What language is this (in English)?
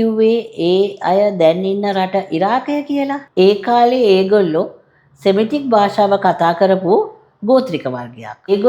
Sinhala